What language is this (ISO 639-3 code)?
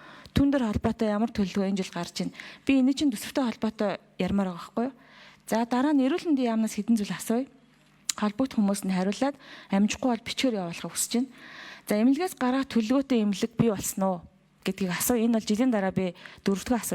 mon